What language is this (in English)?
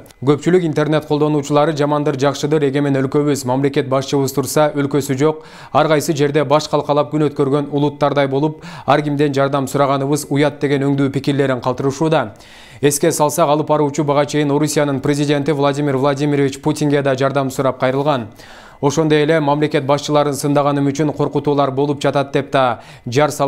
Kyrgyz